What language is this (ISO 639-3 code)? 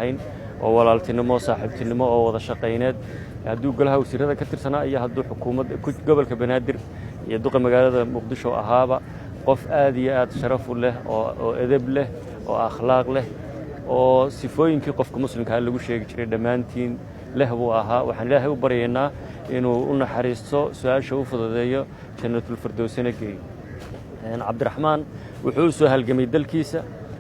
som